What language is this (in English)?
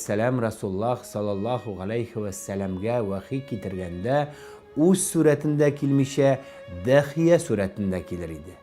Tatar